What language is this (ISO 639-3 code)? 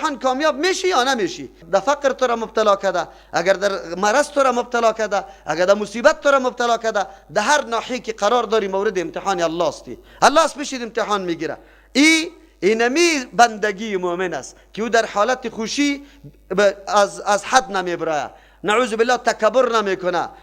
fas